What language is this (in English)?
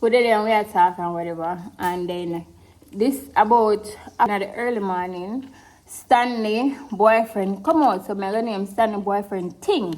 Jamaican Creole English